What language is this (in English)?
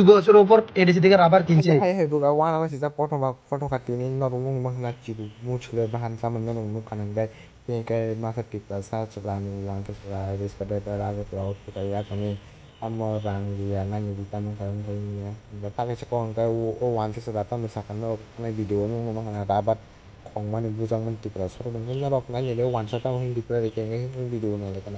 Kok Borok